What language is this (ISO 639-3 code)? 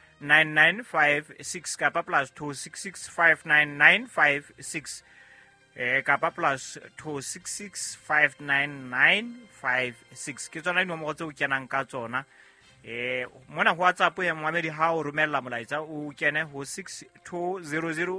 sot